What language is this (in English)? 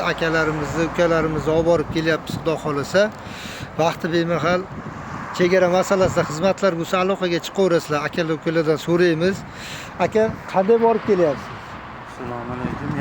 Uzbek